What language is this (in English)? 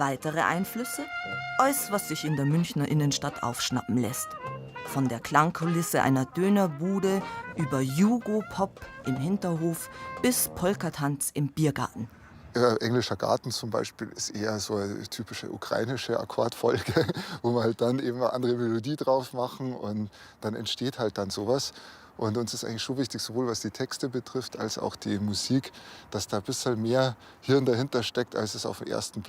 Bavarian